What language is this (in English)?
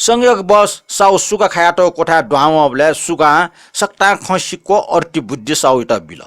Newari